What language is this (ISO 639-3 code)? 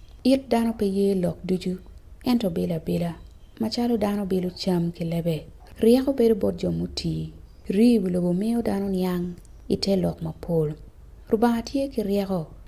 ach